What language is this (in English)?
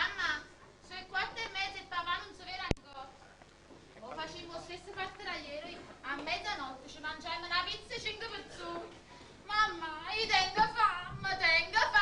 Neapolitan